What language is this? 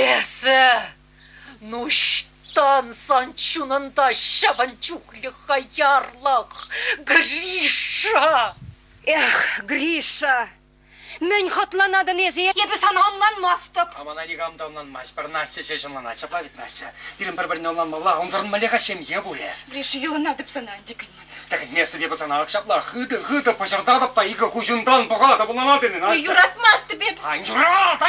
Chuvash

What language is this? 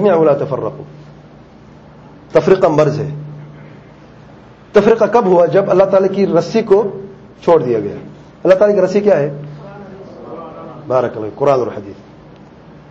Urdu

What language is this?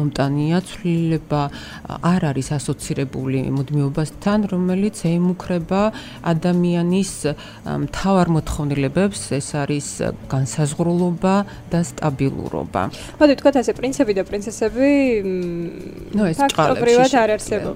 Georgian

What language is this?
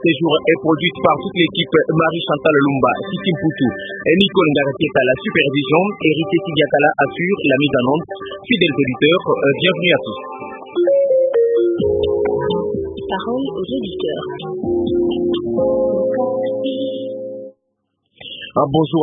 French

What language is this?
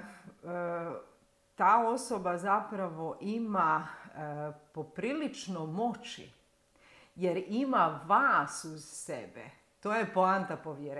Croatian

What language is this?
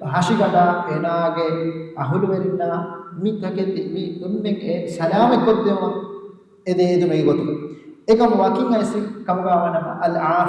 Divehi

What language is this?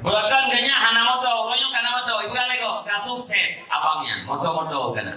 Achinese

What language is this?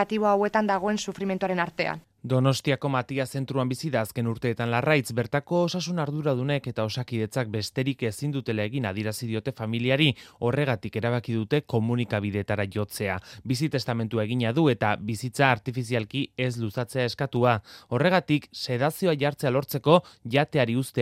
Basque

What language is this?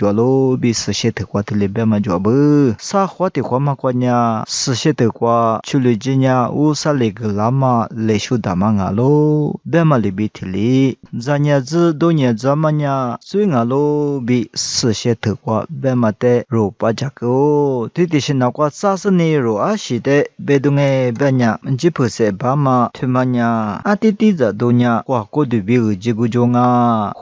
Lisu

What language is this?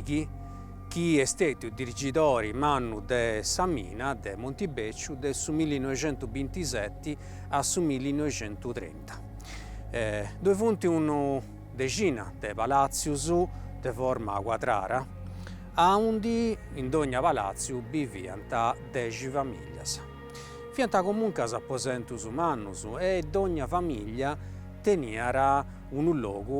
Sardinian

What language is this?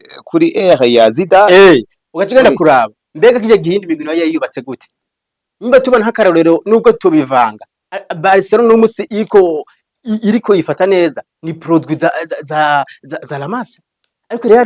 Rundi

